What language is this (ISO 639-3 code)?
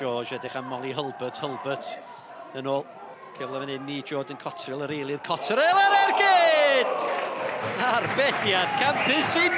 cym